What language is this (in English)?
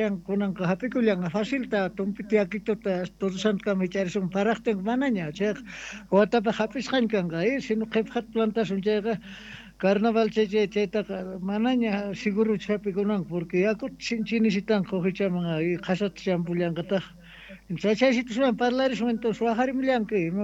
South Bolivian Quechua